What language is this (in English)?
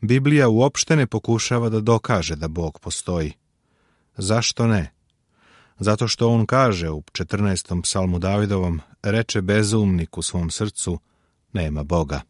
Serbian